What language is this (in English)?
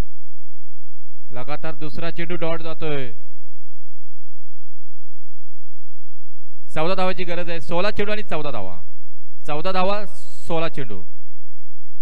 Marathi